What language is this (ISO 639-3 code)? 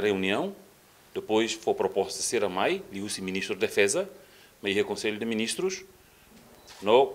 tet